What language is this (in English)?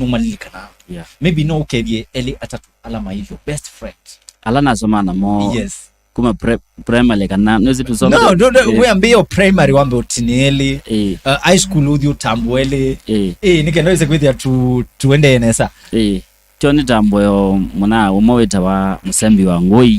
Kamba